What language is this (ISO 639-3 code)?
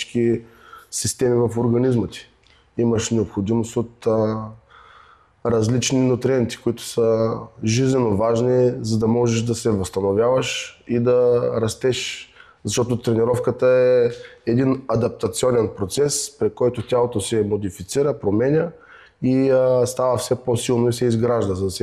bul